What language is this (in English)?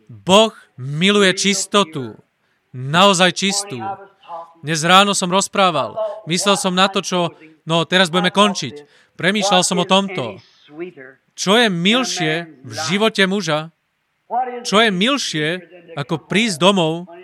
Slovak